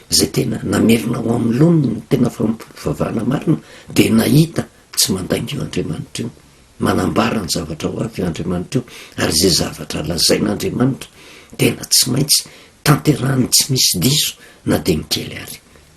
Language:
Malagasy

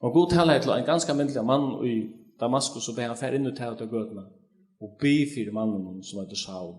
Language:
Faroese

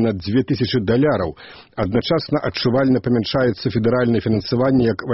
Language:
Belarusian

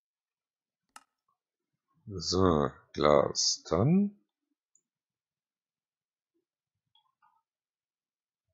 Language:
German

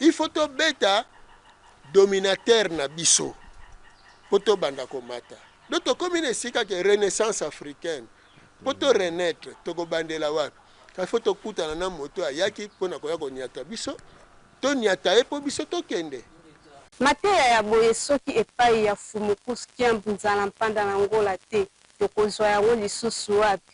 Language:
Lingala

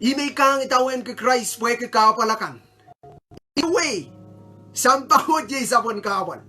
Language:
Pohnpeian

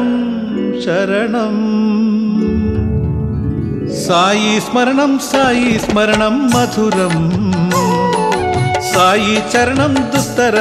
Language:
Telugu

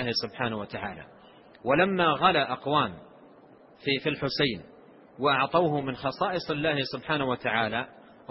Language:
Arabic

